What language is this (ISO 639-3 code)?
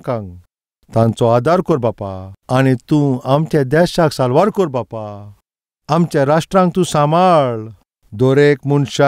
kok